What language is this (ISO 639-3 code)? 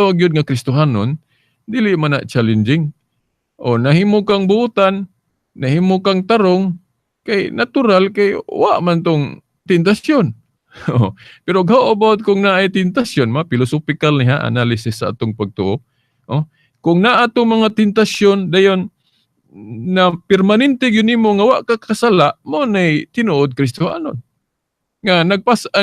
ceb